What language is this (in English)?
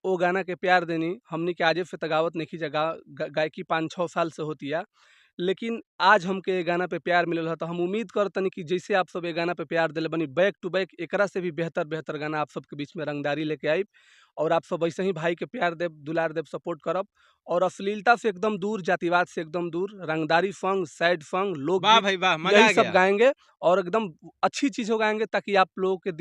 Bhojpuri